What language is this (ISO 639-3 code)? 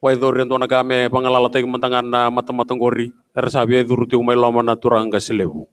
fij